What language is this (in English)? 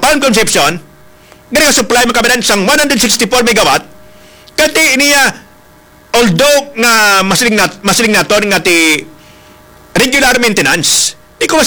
Hiligaynon